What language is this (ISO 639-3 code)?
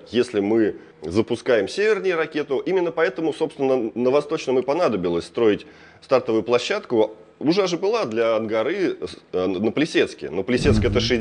rus